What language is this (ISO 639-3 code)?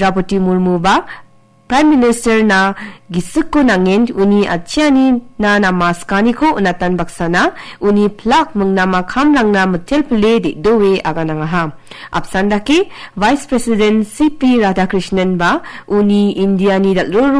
grt